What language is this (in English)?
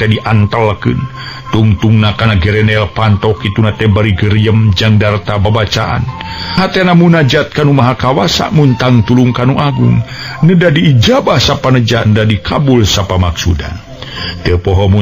Sundanese